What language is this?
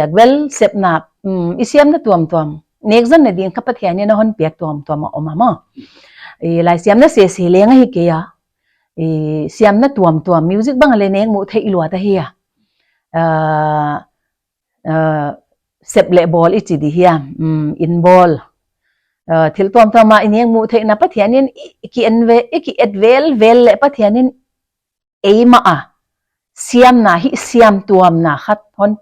Paite Chin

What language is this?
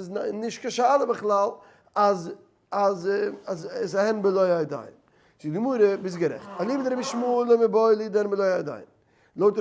Yiddish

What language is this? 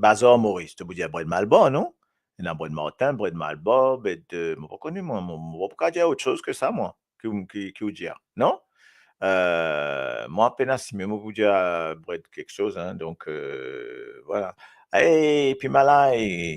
Morisyen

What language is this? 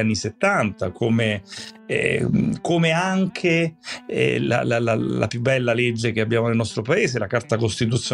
Italian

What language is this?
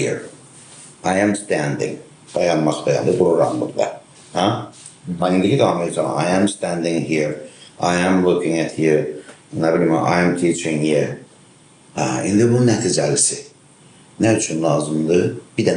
Azerbaijani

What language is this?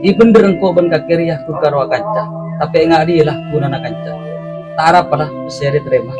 Madurese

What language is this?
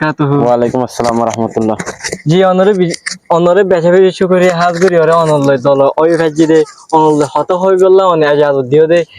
Rohingya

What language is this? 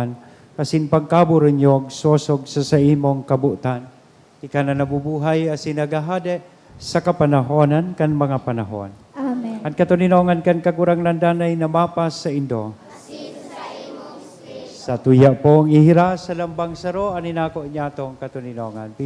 Bikol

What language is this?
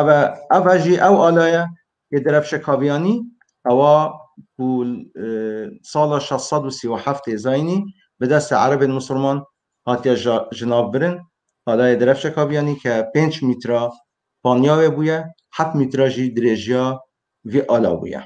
Kurdish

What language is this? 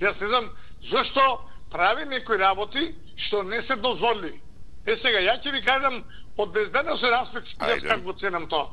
Macedonian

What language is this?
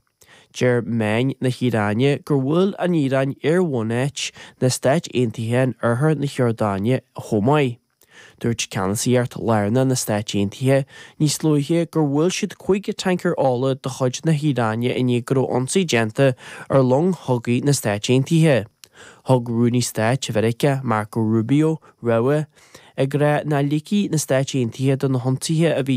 Irish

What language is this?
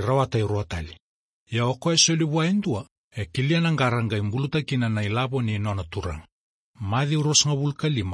Fijian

